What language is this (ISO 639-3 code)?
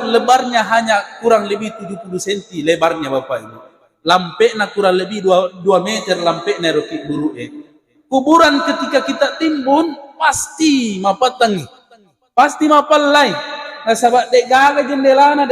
bug